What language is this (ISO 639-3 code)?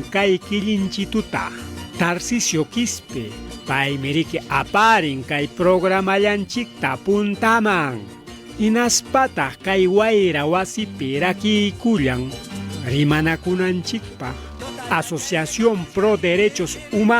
quy